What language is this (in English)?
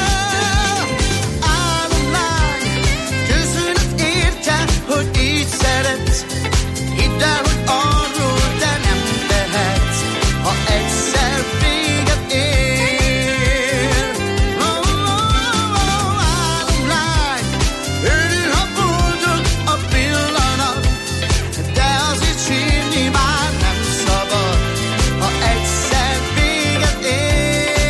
Hungarian